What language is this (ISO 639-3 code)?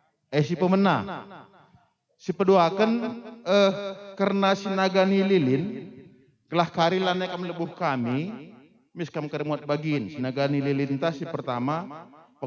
btx